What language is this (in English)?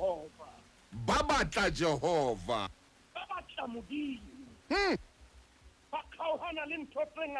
Southern Sotho